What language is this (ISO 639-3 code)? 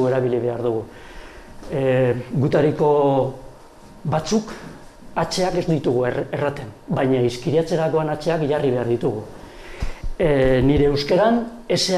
eus